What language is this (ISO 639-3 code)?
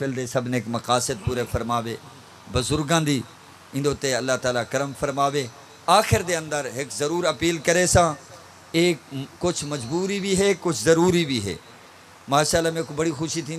skr